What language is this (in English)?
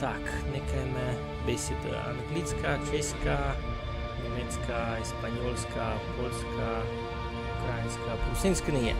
Rusyn